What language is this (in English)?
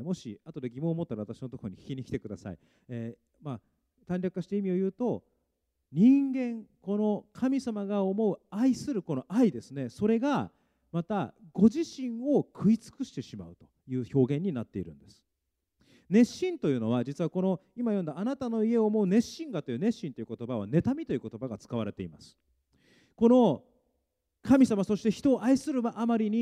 Japanese